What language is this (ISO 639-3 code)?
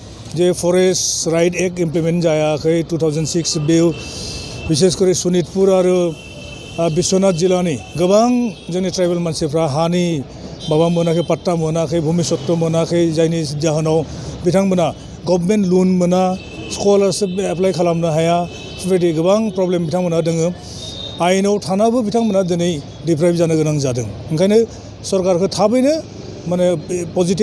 brx